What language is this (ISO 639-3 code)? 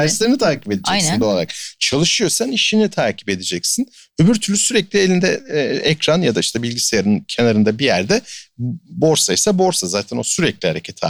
tur